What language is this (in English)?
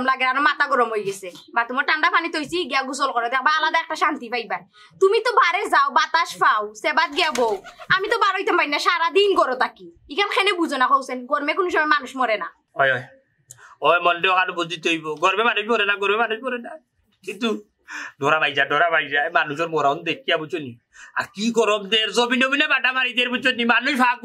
Sylheti